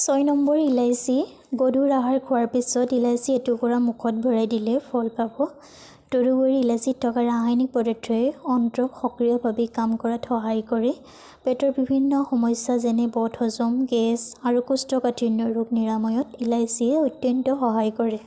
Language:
Assamese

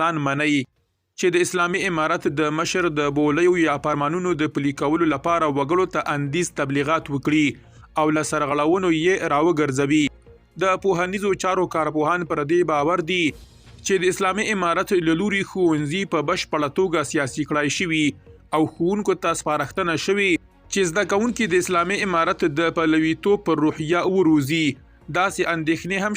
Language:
Pashto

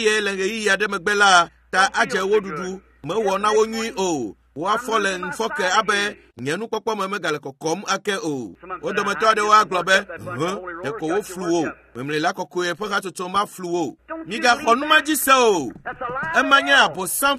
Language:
Ewe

